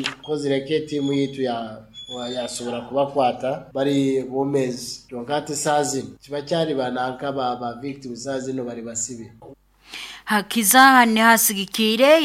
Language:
Nyoro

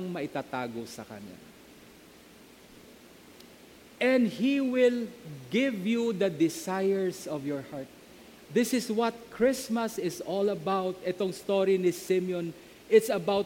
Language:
Filipino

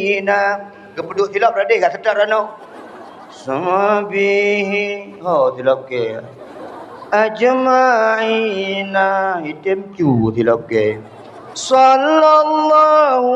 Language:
Achinese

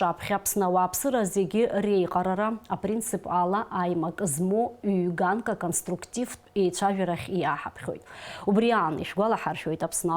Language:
Abkhazian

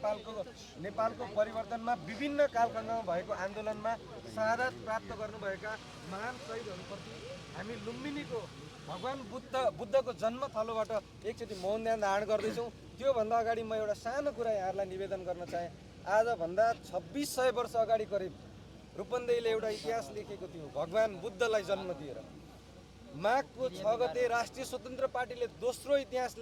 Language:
Nepali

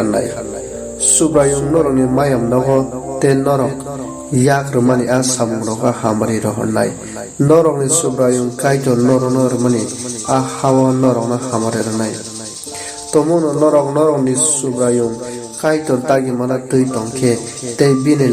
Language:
Kok Borok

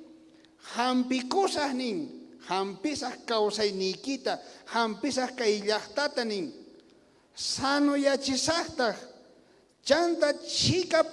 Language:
South Bolivian Quechua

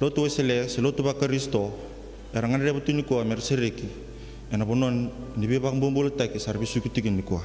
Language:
Fijian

